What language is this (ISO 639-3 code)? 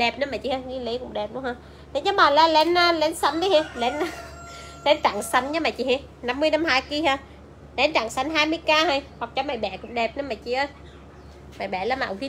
vie